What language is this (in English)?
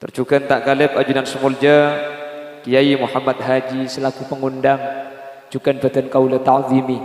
Madurese